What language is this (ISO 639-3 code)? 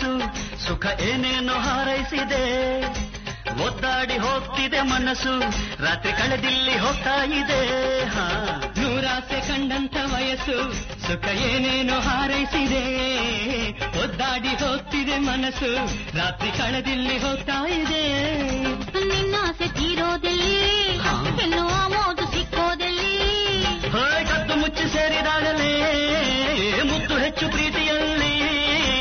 kan